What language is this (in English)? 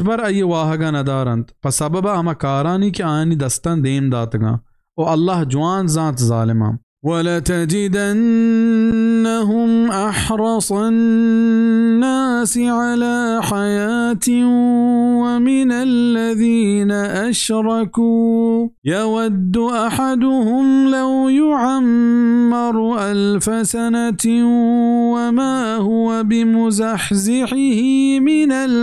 Baluchi